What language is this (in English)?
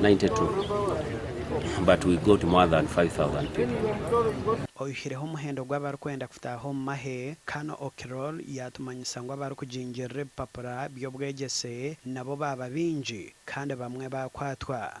Nyankole